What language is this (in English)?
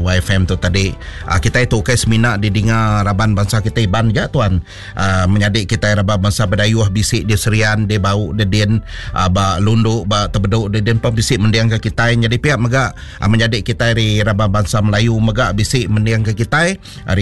Iban